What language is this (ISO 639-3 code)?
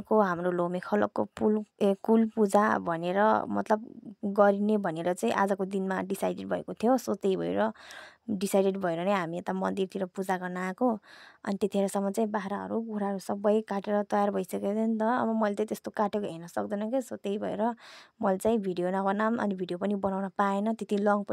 nep